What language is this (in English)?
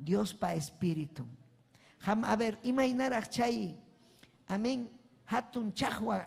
Ayacucho Quechua